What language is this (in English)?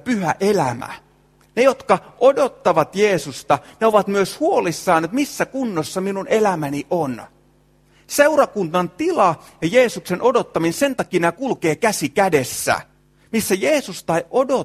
Finnish